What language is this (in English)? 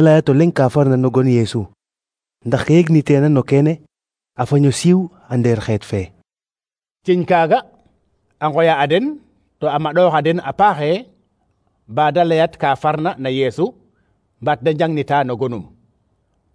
Serer